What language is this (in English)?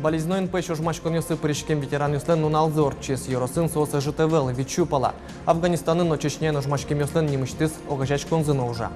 Udmurt